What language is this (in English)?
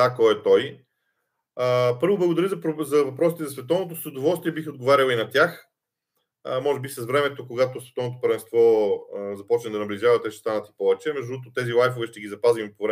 Bulgarian